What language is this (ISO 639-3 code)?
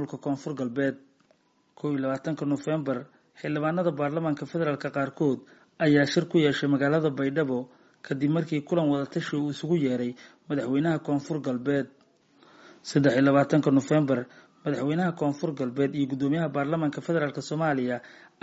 som